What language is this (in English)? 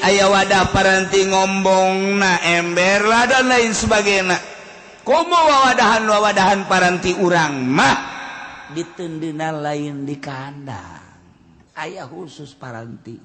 Sundanese